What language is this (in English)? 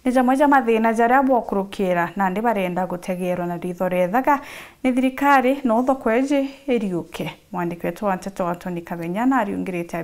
Meru